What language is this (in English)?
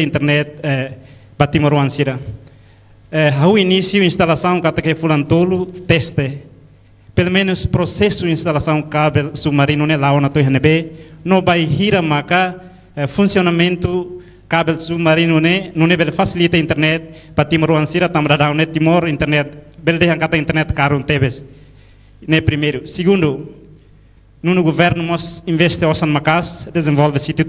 Tetum